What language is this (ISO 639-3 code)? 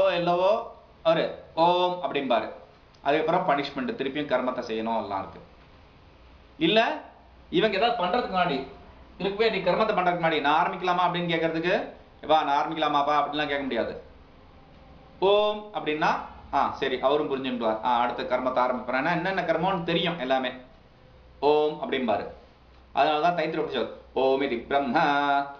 tam